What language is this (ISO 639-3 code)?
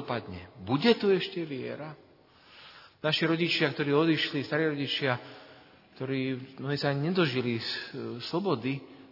slk